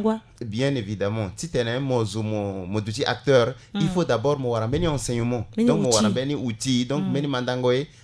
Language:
Sango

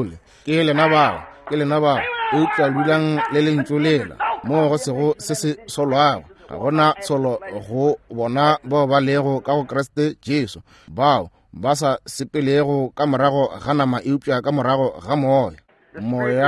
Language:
Northern Sotho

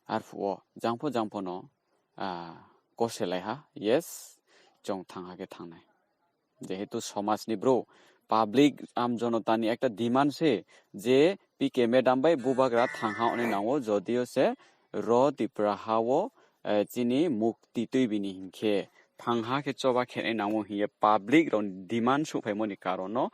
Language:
Riang (India)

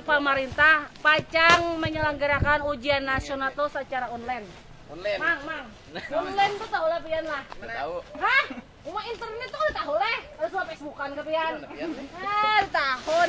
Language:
Banjar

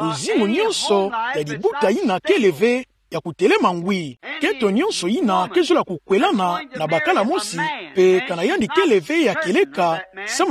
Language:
Kituba (Democratic Republic of Congo)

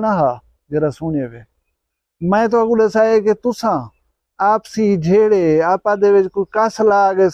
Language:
Saraiki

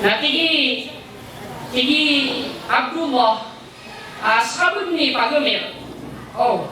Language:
Maranao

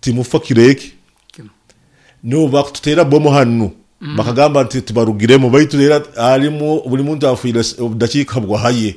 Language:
Nyoro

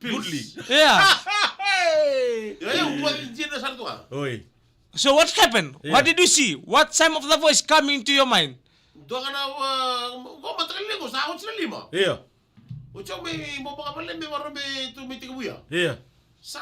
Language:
Fijian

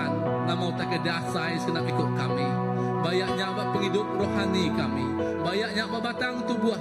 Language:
Iban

